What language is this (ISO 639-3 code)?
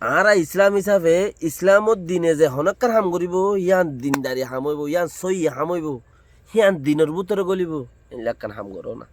rhg